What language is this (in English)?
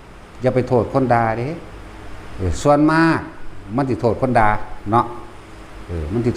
Northeastern Thai